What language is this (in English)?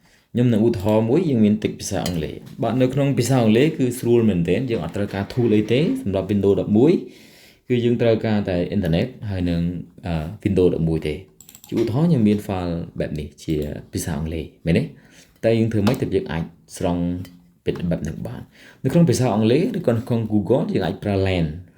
Khmer